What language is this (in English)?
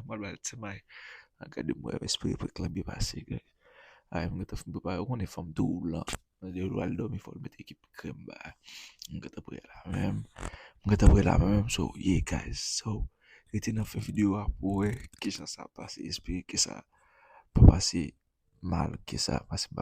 Haitian Creole